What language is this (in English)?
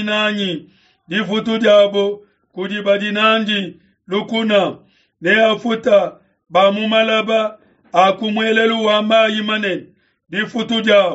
Luba-Lulua